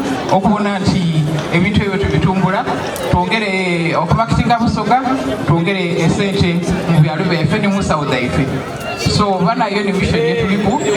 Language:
Soga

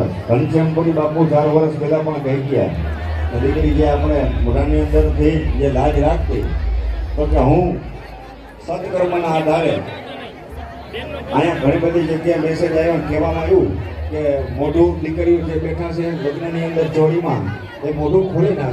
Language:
Gujarati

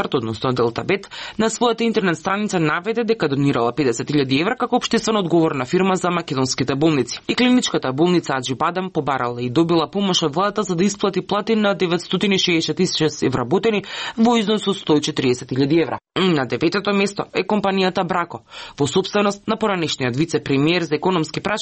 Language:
Macedonian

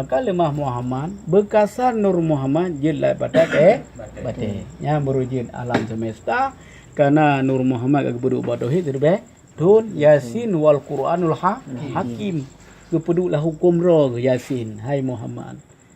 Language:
Achinese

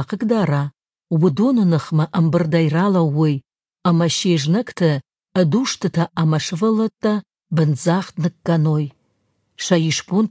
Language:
Ossetic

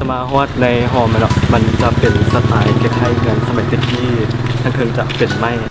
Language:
Lao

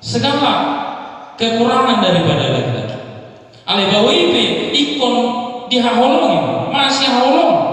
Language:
Batak Toba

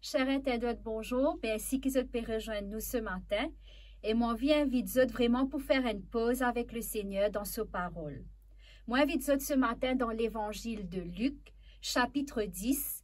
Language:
Morisyen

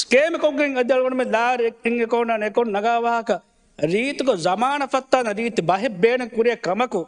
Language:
Divehi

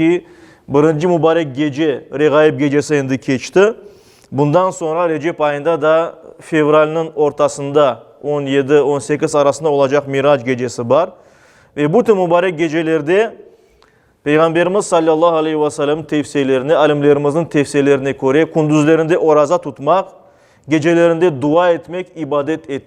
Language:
Crimean Tatar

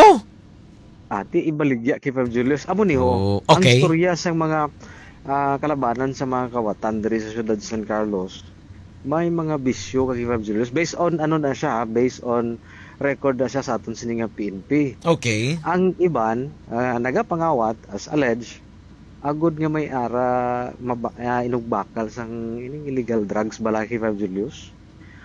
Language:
Hiligaynon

